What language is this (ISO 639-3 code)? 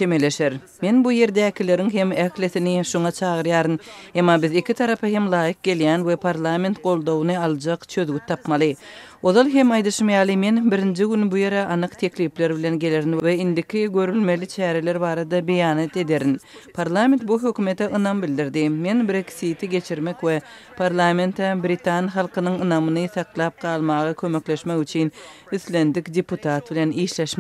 tuk